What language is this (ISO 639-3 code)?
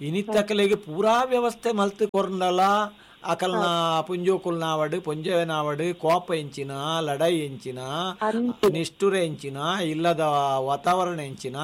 tcy